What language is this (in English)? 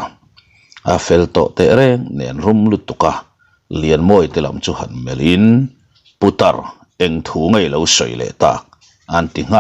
Mizo